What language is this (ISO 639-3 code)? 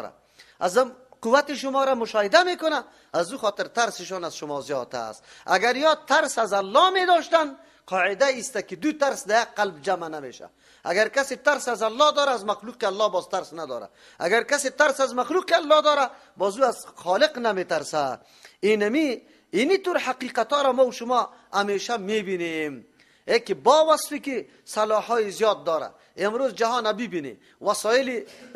fas